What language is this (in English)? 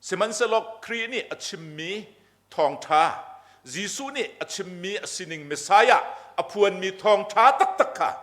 Hakha Chin